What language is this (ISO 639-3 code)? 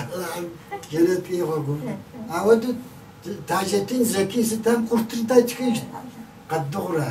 kbd